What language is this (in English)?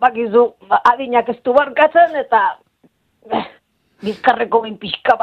Basque